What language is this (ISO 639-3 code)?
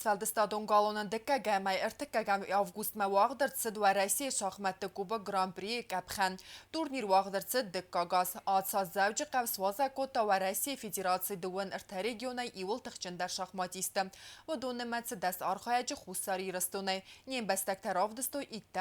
oss